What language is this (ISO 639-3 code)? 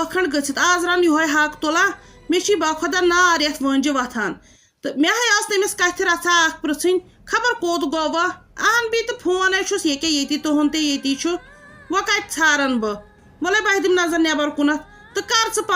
kas